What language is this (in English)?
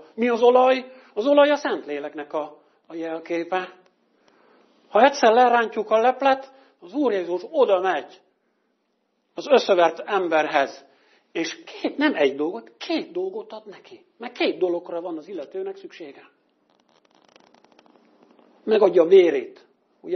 Hungarian